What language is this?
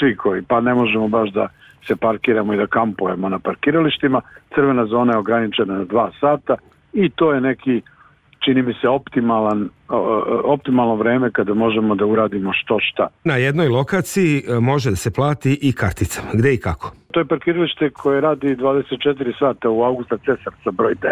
Serbian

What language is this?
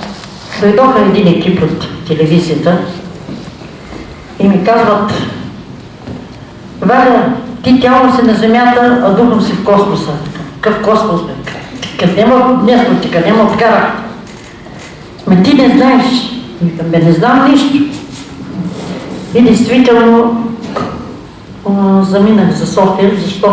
Bulgarian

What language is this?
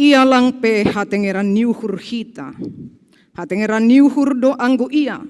Batak Simalungun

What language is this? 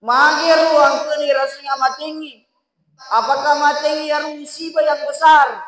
Buginese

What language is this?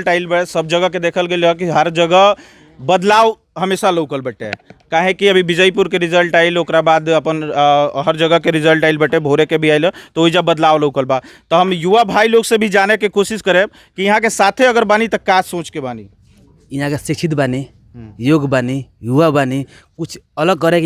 Bhojpuri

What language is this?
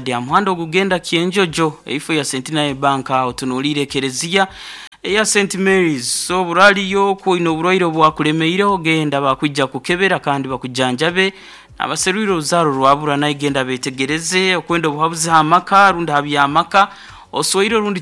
Nyoro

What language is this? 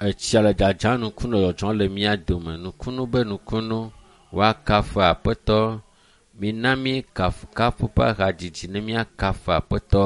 Ewe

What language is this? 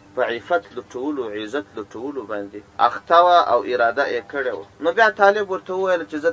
Pashto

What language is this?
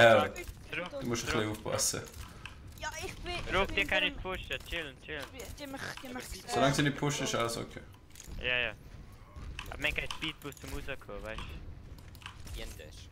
Swiss German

